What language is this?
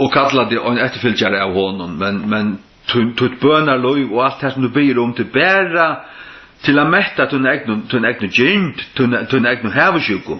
Faroese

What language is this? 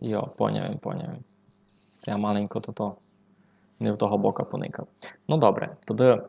Rusyn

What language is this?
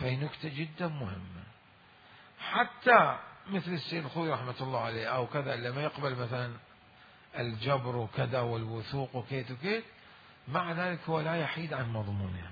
Mesopotamian Arabic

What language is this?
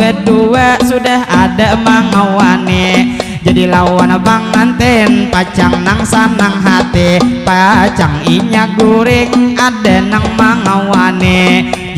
Banjar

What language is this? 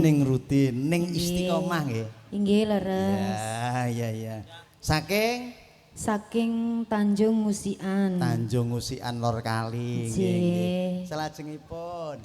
Javanese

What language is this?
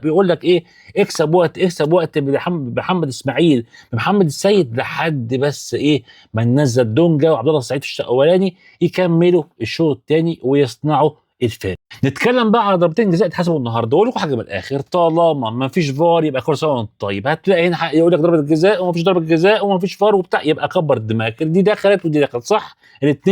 Egyptian Arabic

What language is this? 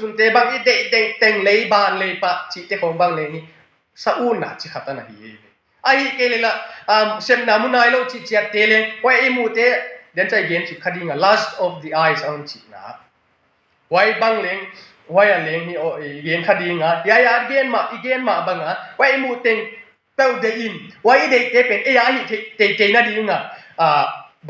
Tedim Chin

